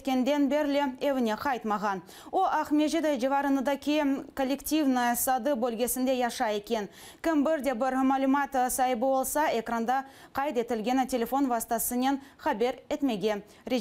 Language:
Crimean Tatar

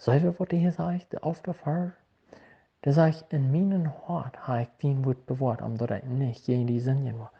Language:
Plautdietsch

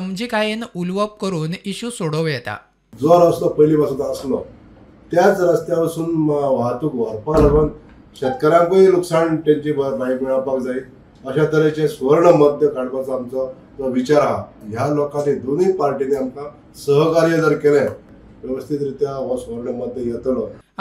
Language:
Konkani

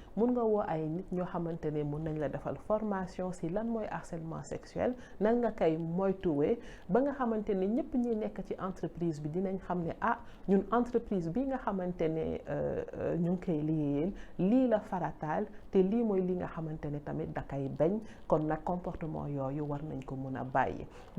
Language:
Wolof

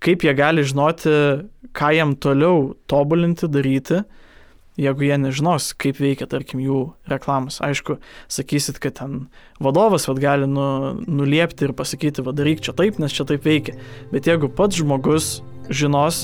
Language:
Lithuanian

